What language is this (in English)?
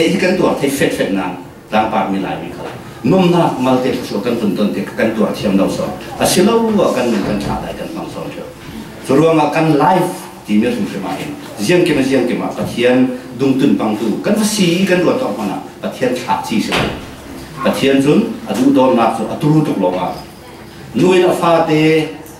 Falam Chin